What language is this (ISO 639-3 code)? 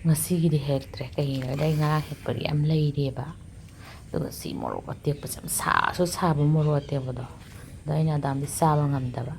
mni